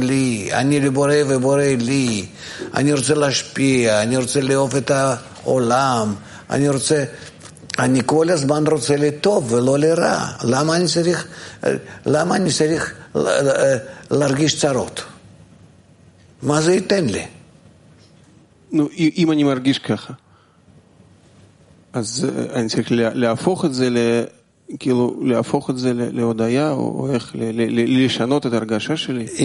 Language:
Hebrew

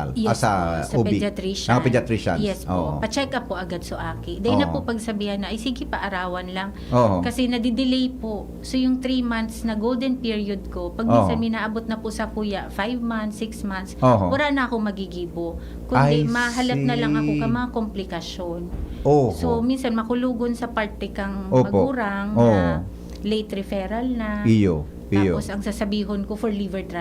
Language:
Bikol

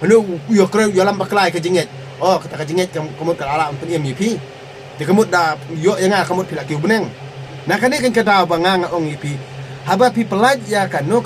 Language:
Khasi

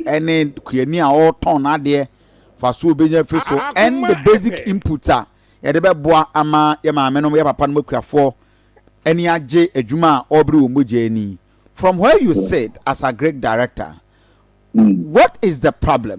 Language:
Akan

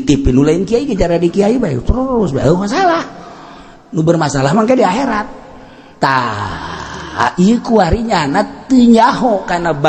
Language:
Sundanese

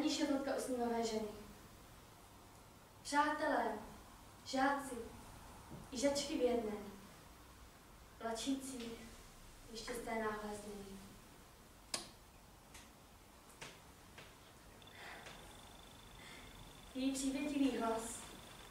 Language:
Czech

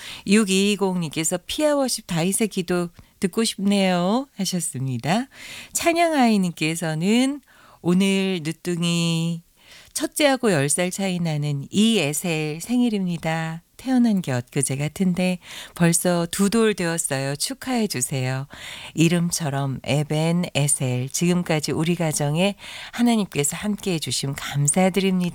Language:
Korean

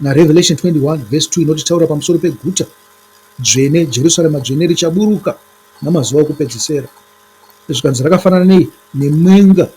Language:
Shona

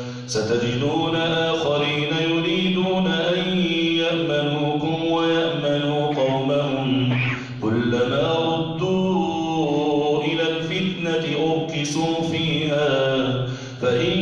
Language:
Arabic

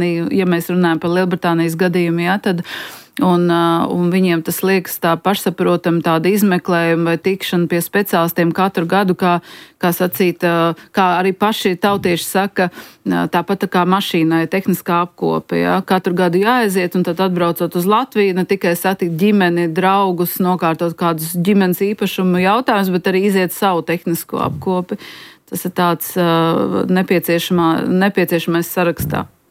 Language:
Latvian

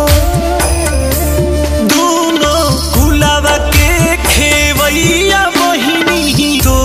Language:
Bhojpuri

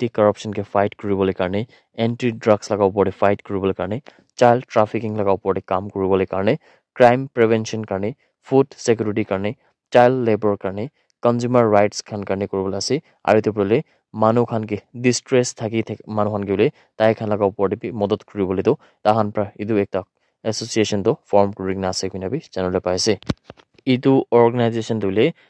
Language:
Naga Pidgin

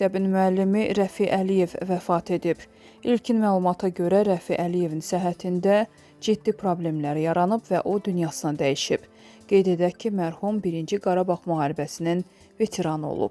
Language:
Azerbaijani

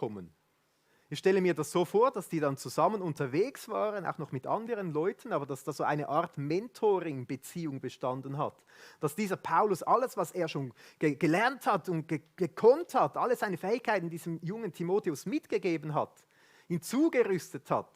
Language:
Swiss German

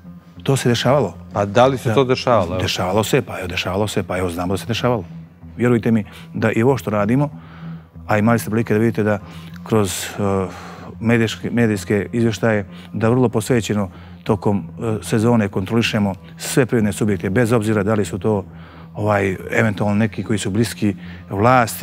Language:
Bosnian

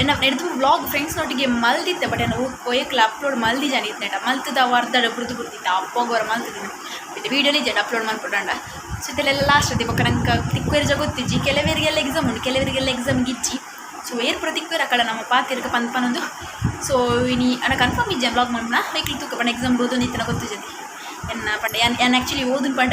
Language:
Tulu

